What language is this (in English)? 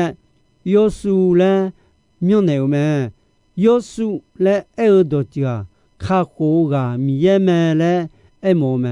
Akha